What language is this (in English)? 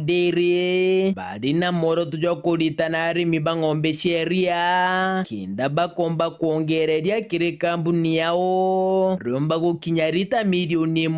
Meru